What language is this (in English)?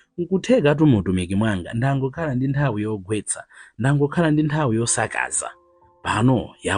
Nyanja